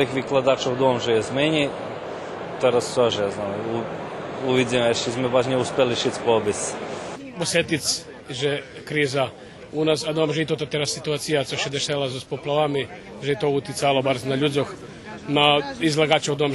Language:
Rusyn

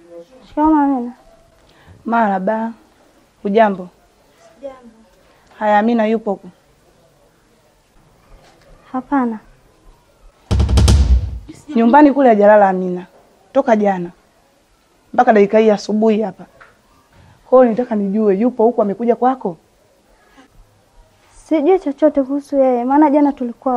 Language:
Swahili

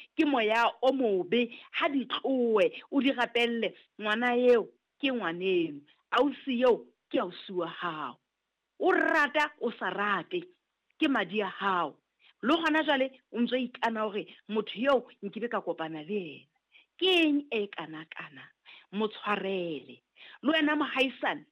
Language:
Southern Sotho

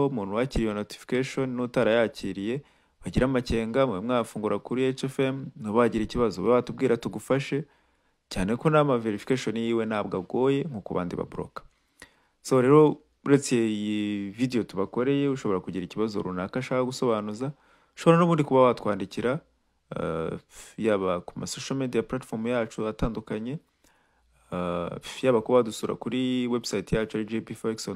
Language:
Kinyarwanda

